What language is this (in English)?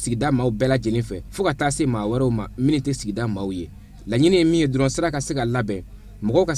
Bambara